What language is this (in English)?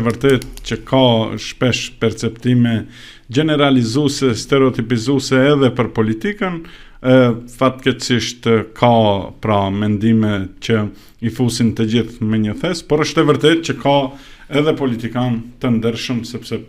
Albanian